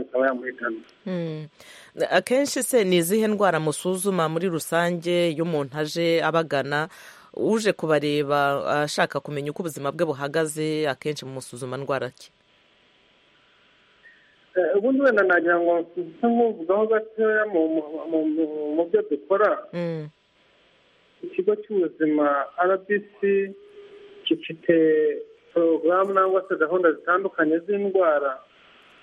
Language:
Kinyarwanda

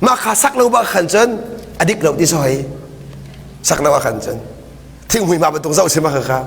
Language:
Hakha Chin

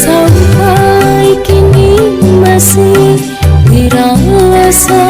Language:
Betawi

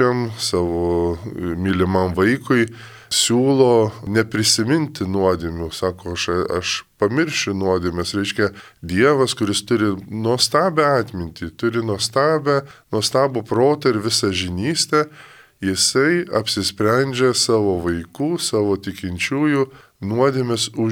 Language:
Lithuanian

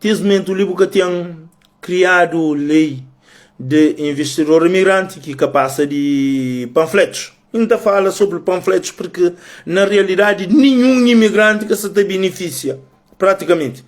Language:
Kabuverdianu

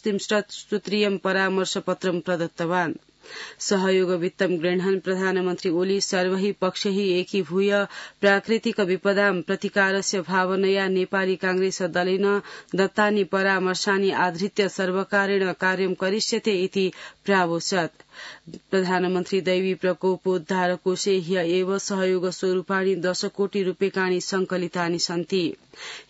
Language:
Sanskrit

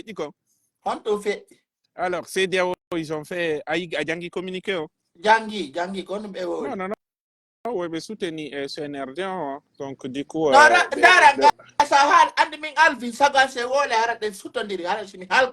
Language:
Pular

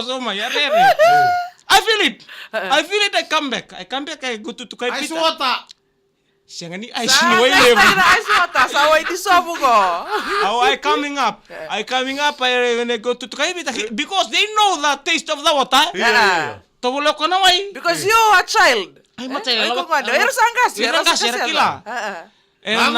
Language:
Fijian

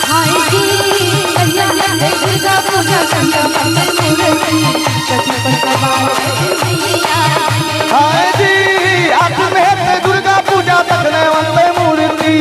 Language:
Maithili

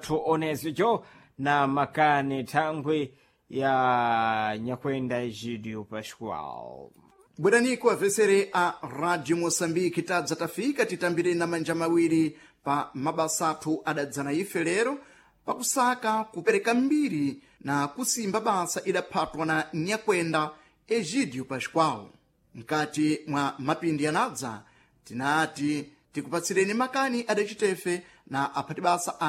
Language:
Sena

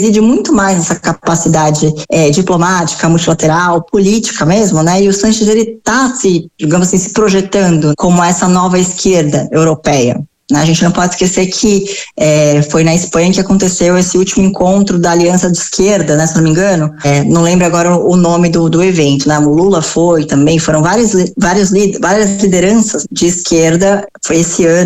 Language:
Portuguese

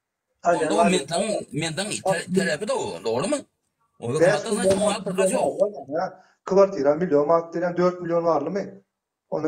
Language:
Turkmen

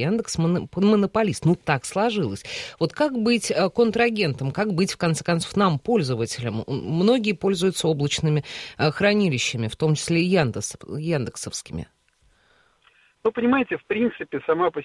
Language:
Russian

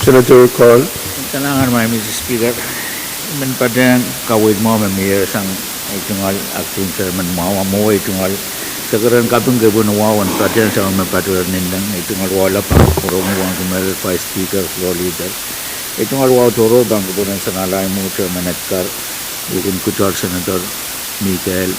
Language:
Pohnpeian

